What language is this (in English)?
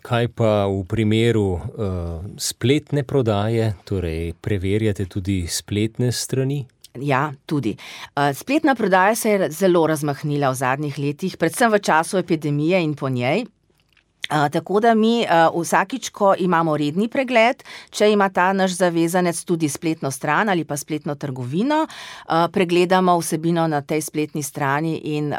Slovenian